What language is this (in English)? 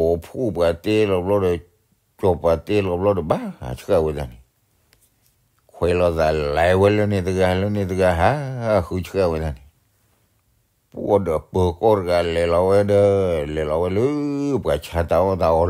S'gaw Karen